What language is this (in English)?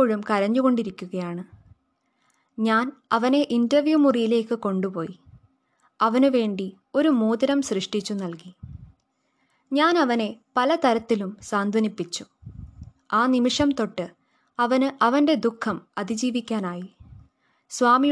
Malayalam